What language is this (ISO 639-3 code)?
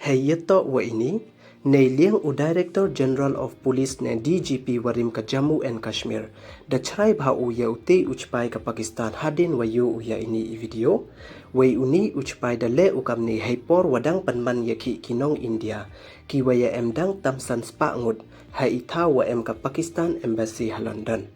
pbv